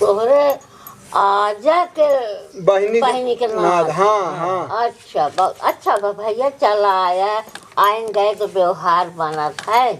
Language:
Awadhi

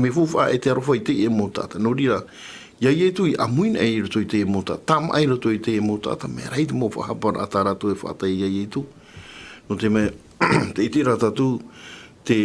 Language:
Tahitian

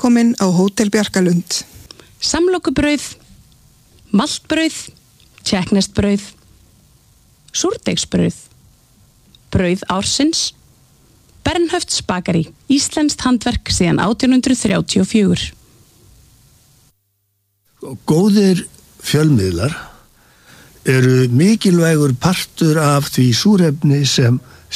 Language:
Icelandic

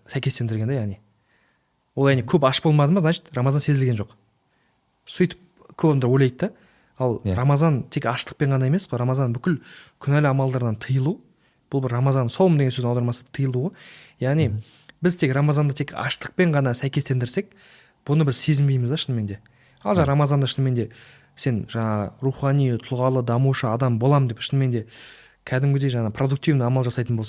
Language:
Kazakh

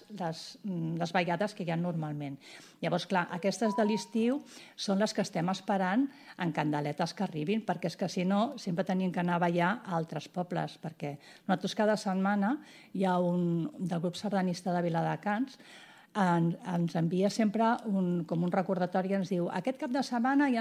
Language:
Catalan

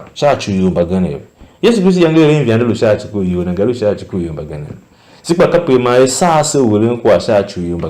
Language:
Tiv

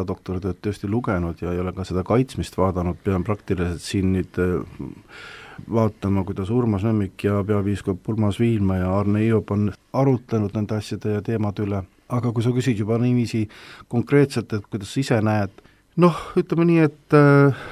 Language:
Estonian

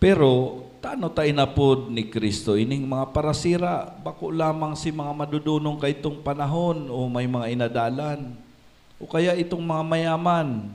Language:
Bikol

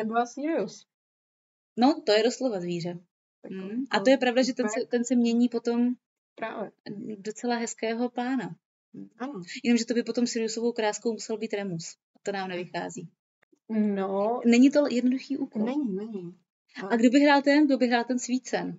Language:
Czech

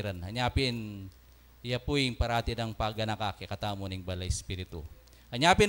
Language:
Pampanga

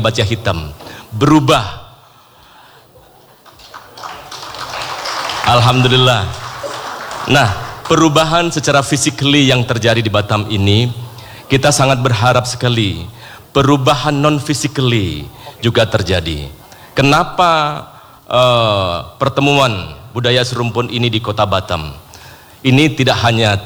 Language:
Indonesian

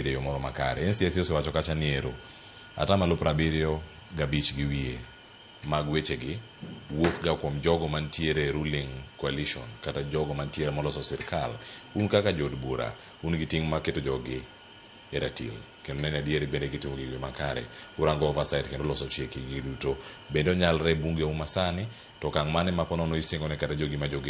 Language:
Luo (Kenya and Tanzania)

